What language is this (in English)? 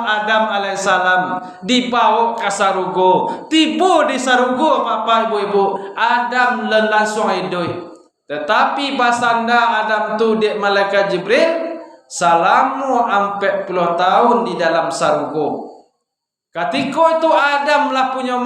Minangkabau